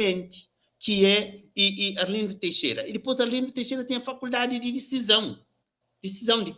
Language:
Kabuverdianu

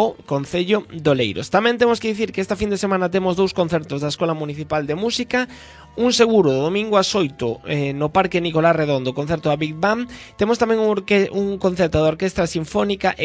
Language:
Galician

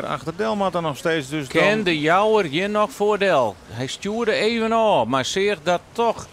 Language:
Western Frisian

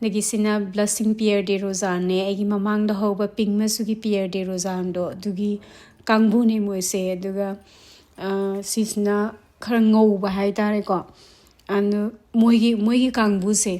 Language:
Manipuri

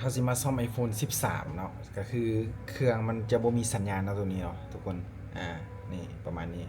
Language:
Lao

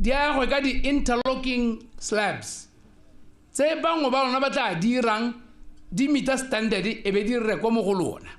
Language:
Tswana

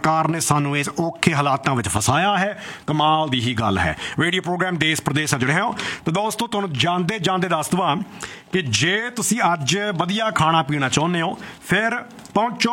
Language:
Punjabi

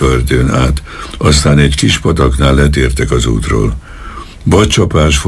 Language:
Hungarian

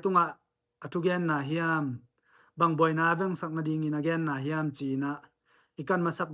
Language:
Tedim Chin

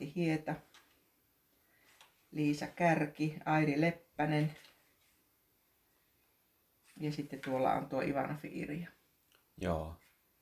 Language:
Finnish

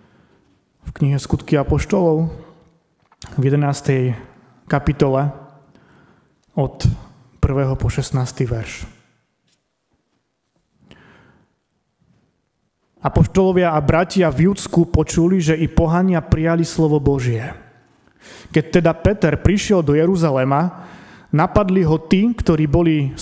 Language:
Slovak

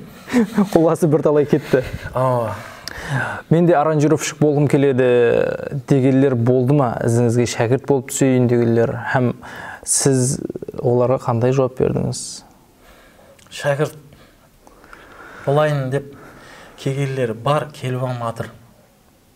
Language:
Kara-Kalpak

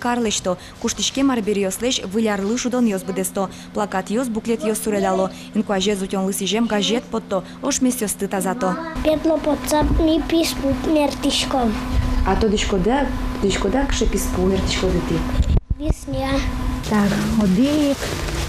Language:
Udmurt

